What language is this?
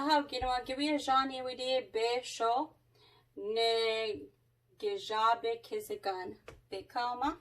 Chippewa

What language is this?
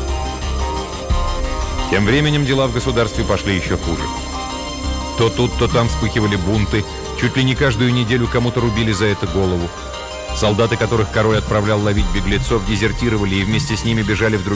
Russian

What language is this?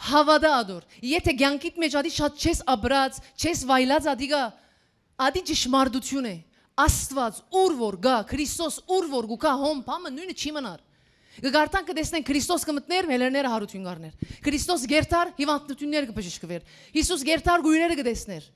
Western Armenian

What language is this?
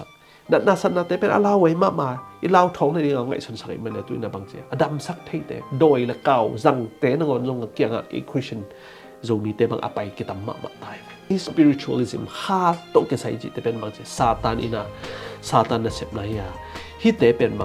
Tedim Chin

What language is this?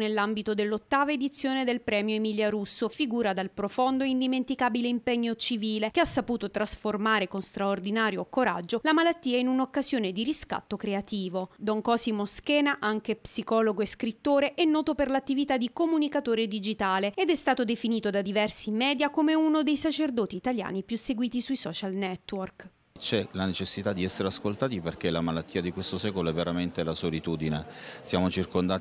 Italian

